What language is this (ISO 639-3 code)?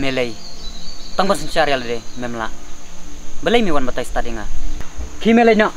kha